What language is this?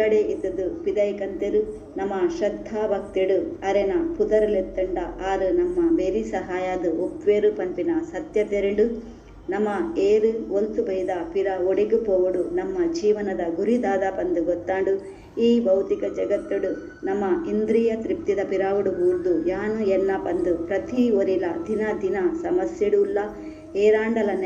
Tulu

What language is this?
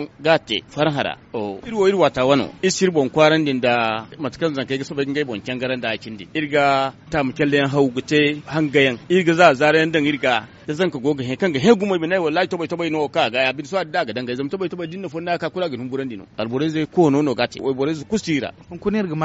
Zarma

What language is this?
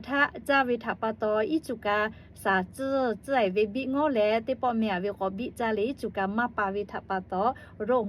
Lahu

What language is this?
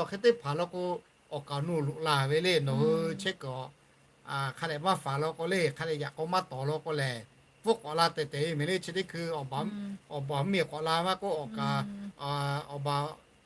Lahu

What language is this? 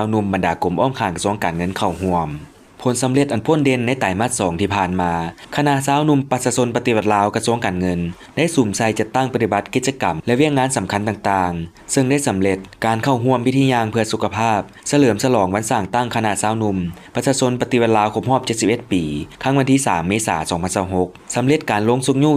Lao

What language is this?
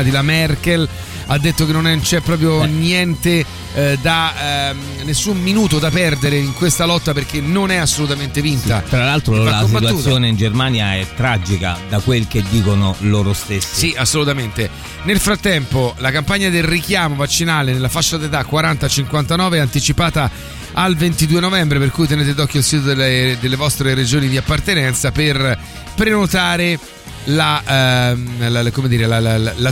Italian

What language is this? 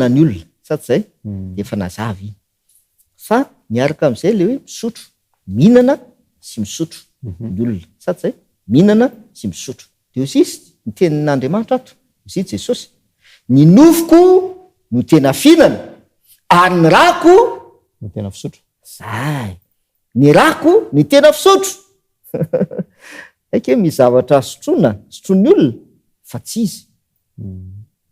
Malagasy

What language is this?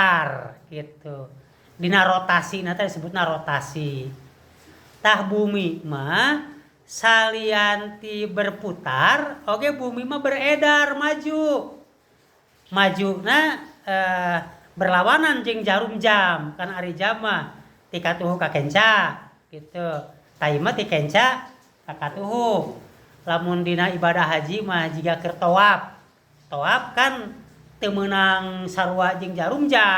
Sundanese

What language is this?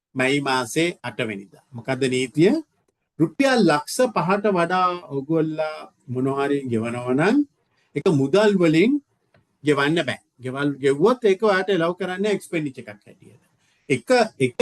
Sinhala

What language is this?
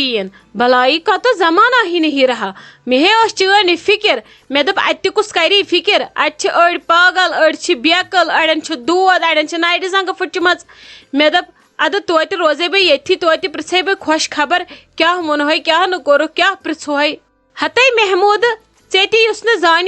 Kashmiri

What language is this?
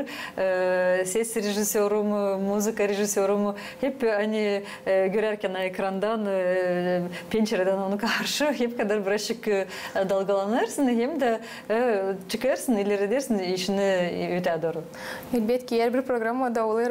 Gagauz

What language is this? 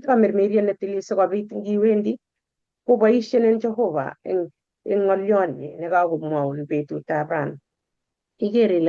Kalenjin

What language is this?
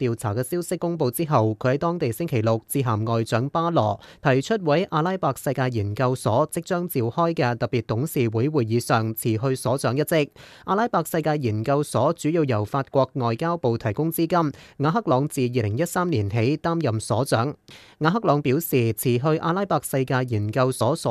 Cantonese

